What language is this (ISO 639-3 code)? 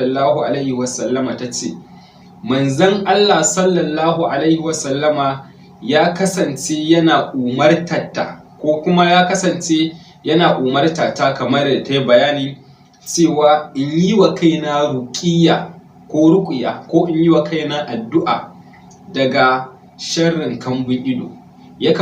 hau